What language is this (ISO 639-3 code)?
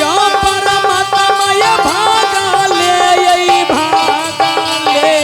anp